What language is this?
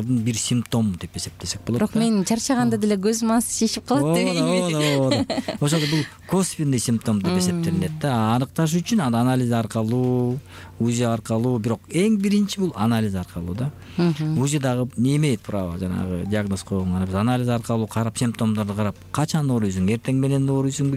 Kyrgyz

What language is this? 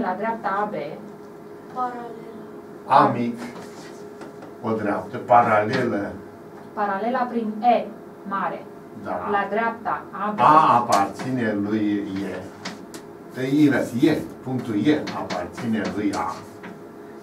Romanian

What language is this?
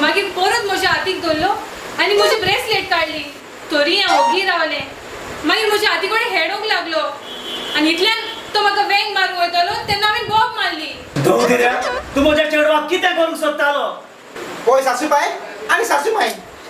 Konkani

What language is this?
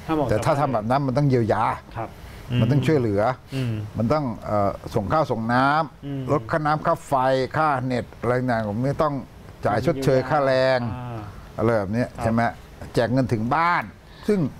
Thai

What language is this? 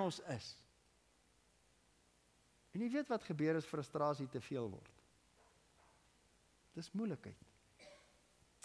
Afrikaans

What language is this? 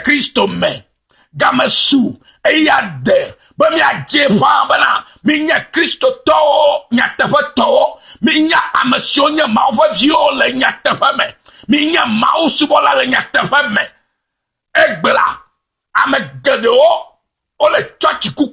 Ewe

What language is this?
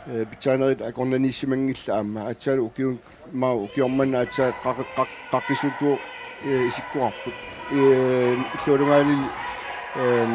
Kalaallisut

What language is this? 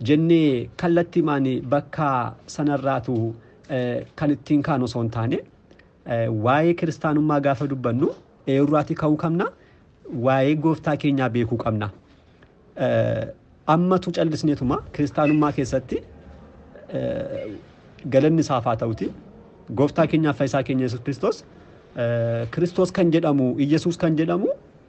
Oromo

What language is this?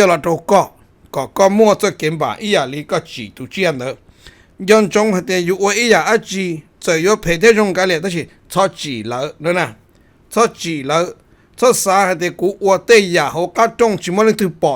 Hmong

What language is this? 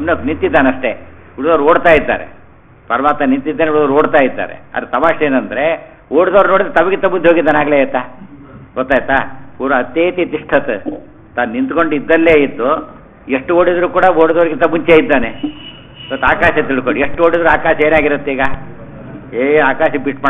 Kannada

